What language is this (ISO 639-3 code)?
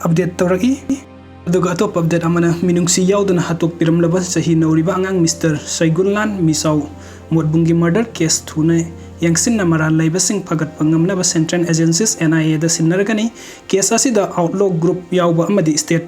mni